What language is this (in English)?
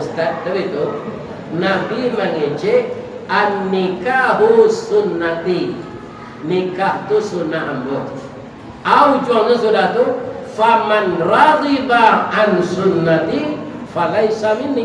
Minangkabau